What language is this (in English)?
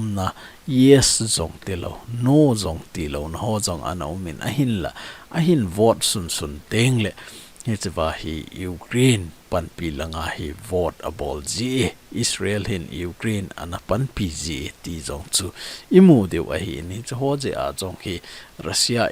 Thado Chin